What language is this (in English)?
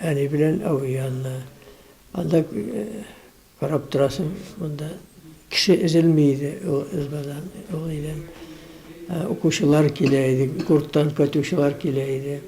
Tatar